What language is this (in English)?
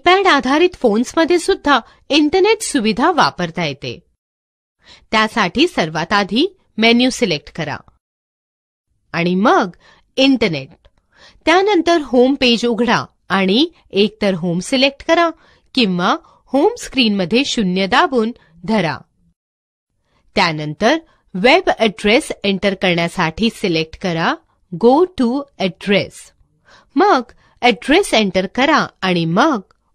Marathi